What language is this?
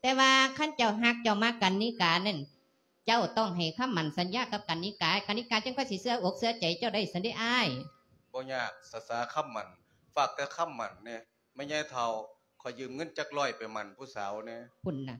Lao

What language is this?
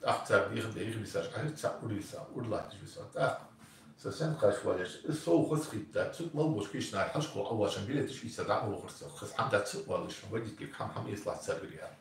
Ingush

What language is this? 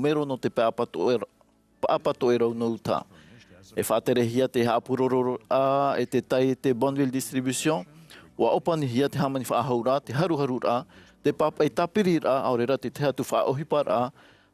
Tahitian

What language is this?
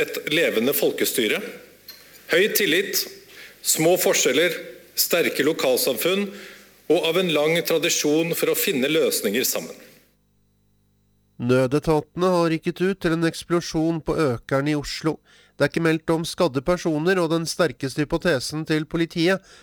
Norwegian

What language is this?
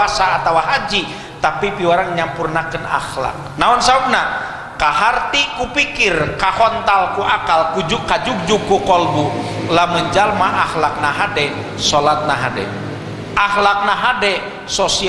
Sundanese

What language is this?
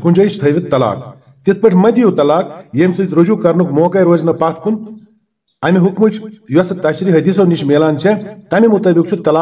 Kashmiri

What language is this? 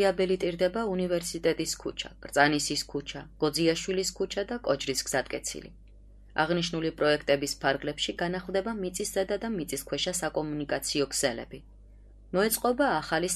Georgian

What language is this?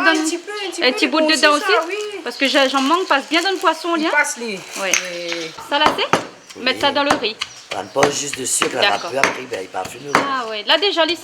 Réunion Creole French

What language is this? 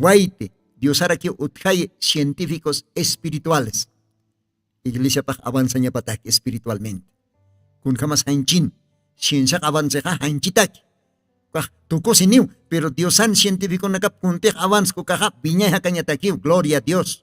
Aymara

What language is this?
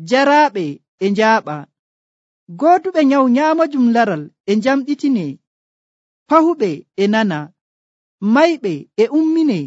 Nigerian Fulfulde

